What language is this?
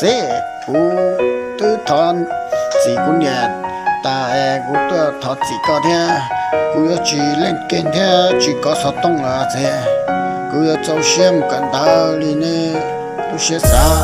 Hmong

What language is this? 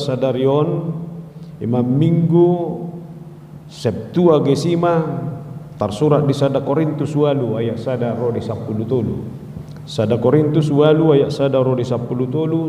Batak Toba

